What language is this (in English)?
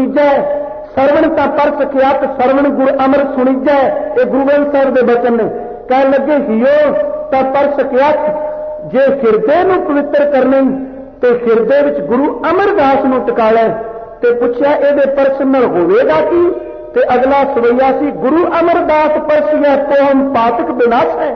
Punjabi